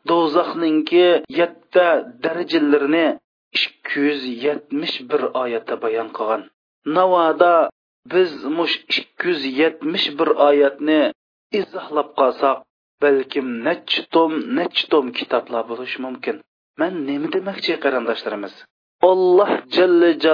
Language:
Uyghur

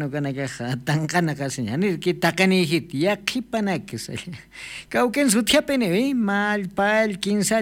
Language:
Aymara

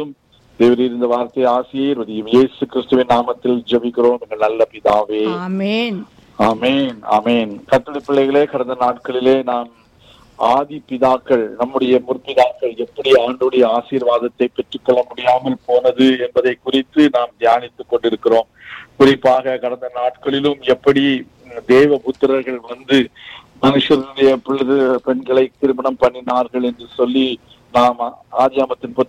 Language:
Tamil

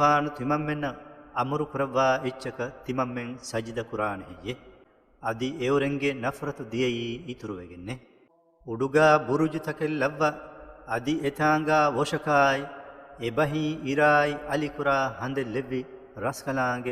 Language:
Divehi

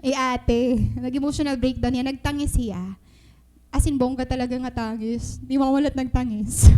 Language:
Waray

